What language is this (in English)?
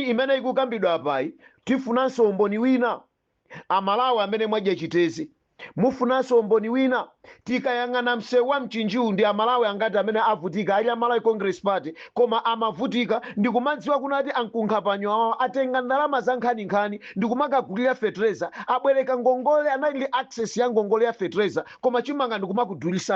Nyanja